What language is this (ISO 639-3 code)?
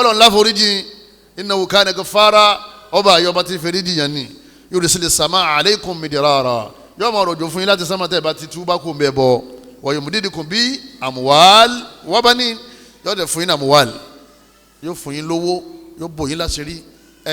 yor